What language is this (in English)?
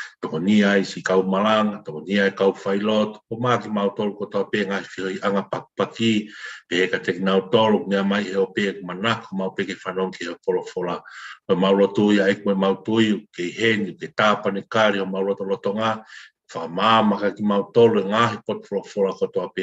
Tongan